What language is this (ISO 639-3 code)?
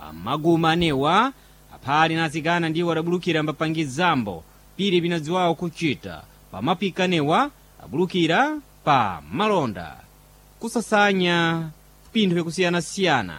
seh